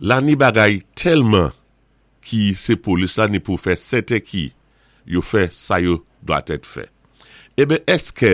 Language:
Saint Lucian Creole French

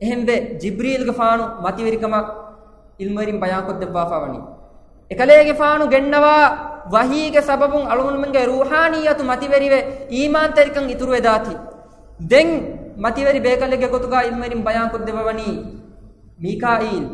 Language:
Divehi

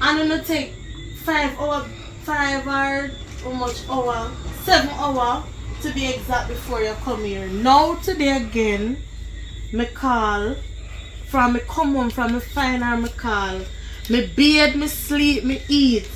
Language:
Jamaican Creole English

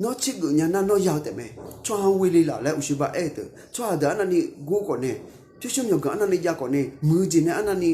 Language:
Akha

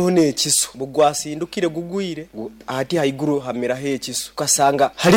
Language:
Nyoro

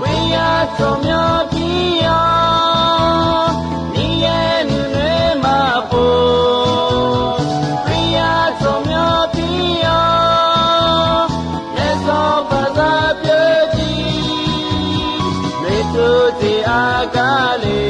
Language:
Akha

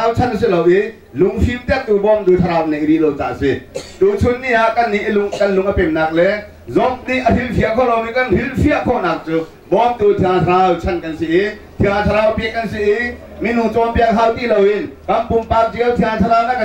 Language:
Hakha Chin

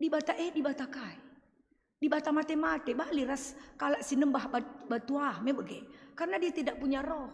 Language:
Batak Karo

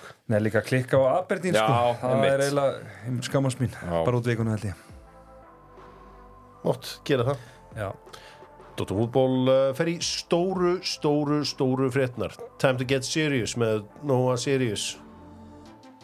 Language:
Icelandic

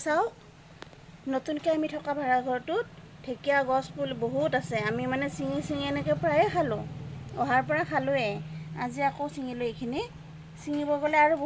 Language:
Assamese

